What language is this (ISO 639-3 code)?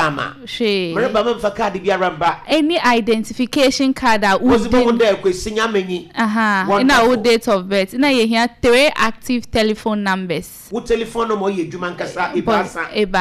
aka